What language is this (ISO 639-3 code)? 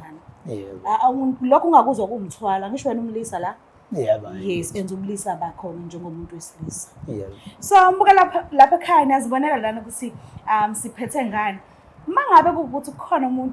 zul